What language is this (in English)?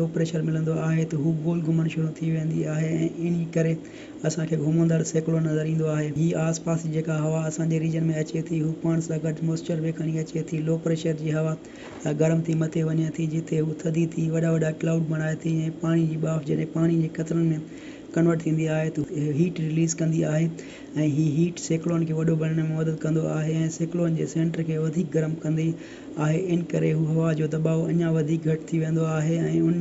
Sindhi